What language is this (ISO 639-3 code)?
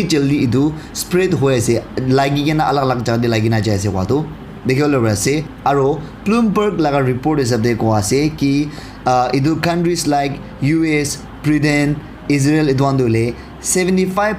nag